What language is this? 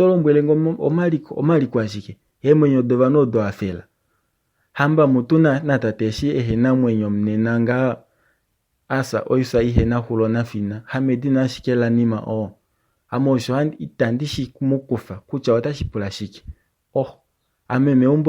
Kuanyama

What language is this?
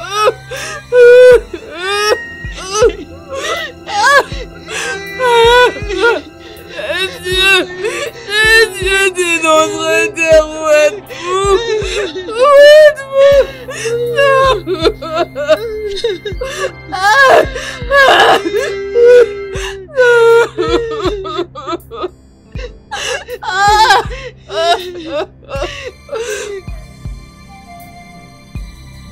French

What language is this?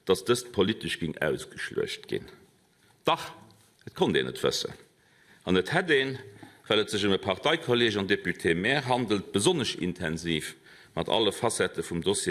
Luxembourgish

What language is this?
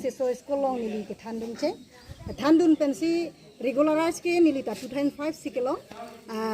Karbi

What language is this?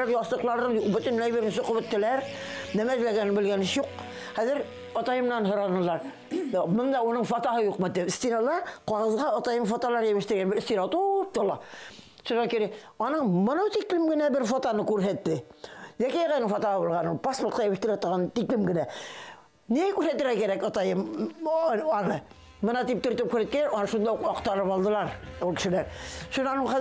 Bashkir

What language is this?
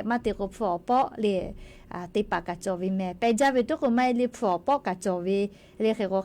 Lahu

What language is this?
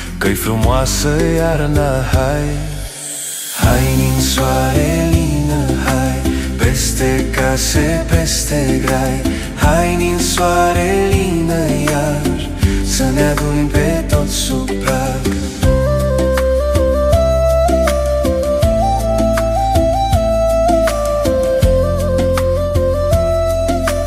Romanian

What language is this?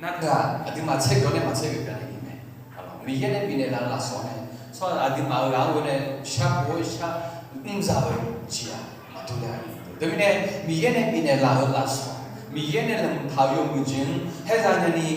Akha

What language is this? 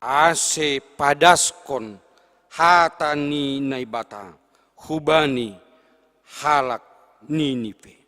Batak Simalungun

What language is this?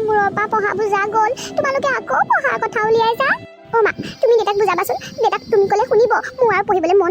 Assamese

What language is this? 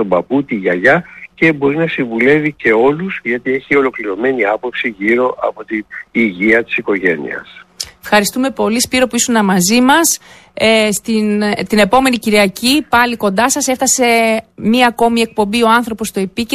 Greek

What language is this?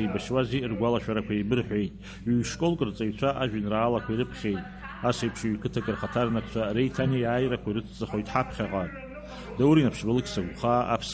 Abkhazian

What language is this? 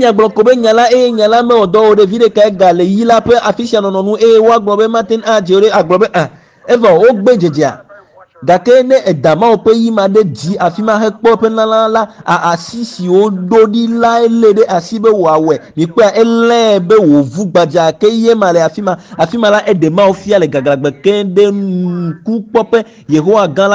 Ewe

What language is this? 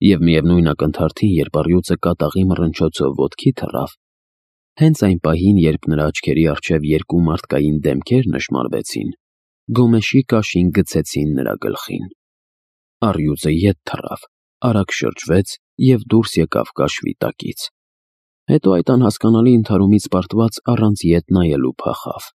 Armenian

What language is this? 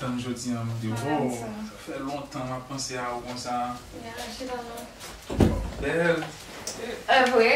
Haitian Creole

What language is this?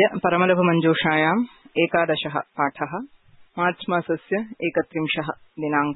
Sanskrit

